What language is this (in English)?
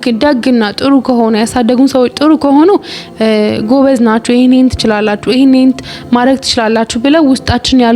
Amharic